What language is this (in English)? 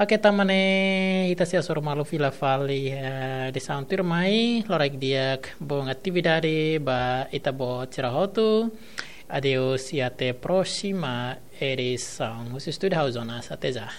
Tetum